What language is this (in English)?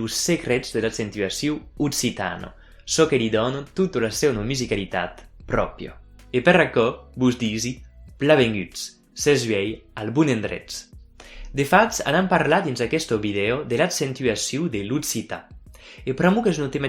Occitan